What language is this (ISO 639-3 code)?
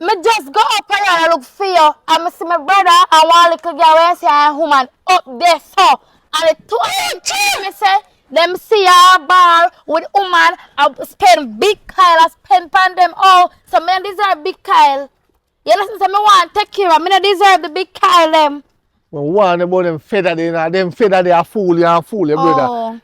jam